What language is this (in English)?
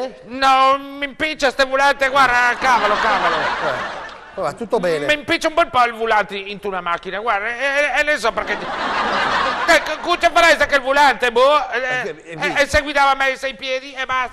Italian